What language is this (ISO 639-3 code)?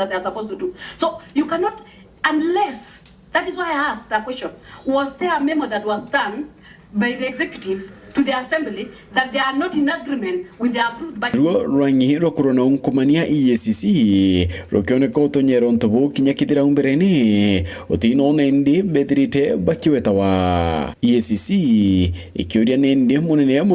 mer